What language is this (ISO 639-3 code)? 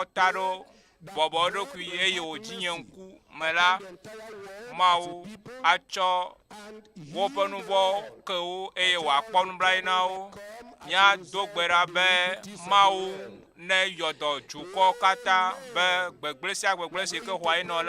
ewe